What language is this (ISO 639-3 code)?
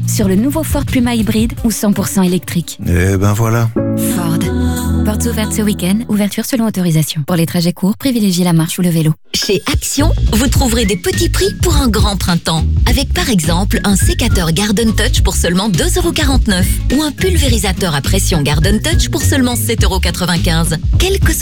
fra